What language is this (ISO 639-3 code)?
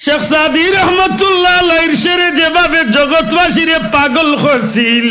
syl